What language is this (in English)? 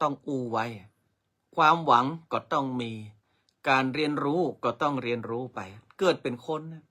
Northern Thai